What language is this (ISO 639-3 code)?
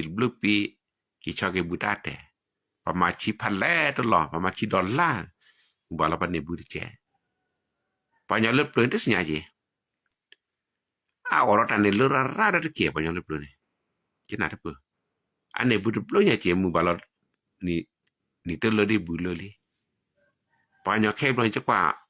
ksw